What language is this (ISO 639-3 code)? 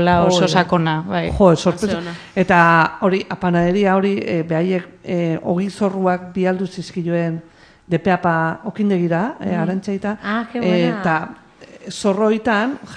eus